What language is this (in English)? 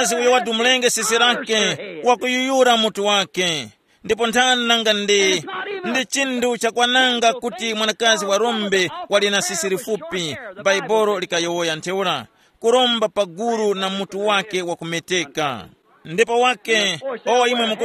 Tumbuka